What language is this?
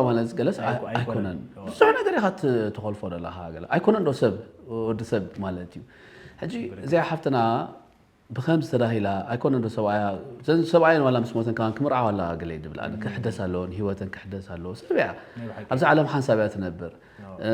Tigrinya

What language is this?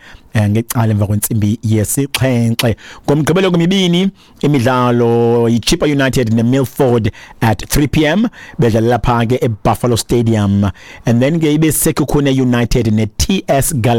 Xhosa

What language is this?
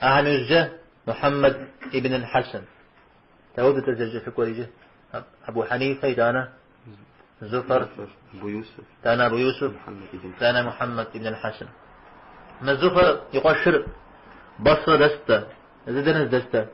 Kabardian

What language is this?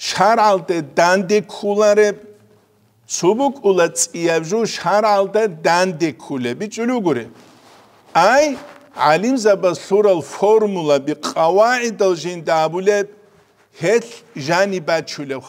Avaric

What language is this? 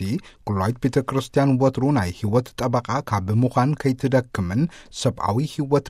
Tigrinya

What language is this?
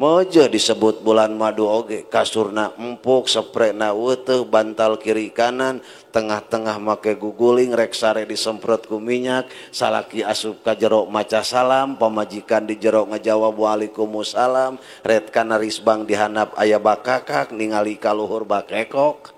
Sundanese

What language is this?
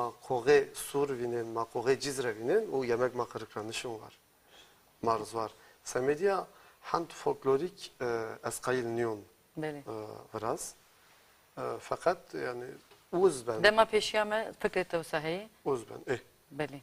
Zaza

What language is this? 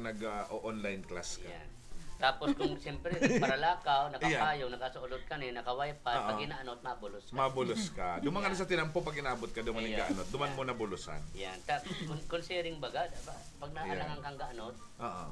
Bikol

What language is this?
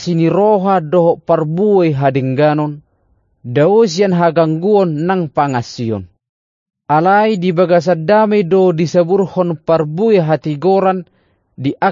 Batak Toba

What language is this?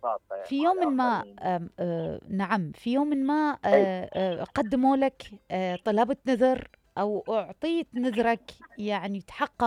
Mesopotamian Arabic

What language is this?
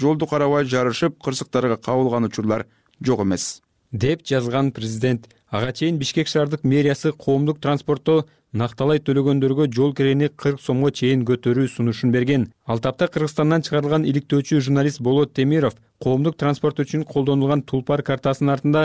Kyrgyz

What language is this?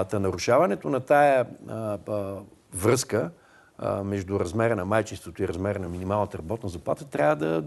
Bulgarian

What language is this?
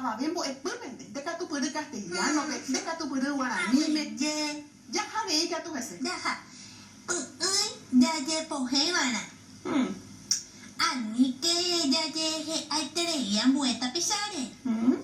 Guarani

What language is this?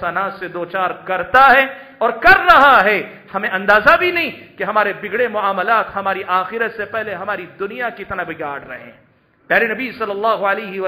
Urdu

